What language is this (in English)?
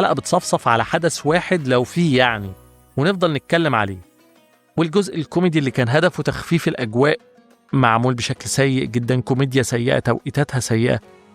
Egyptian Arabic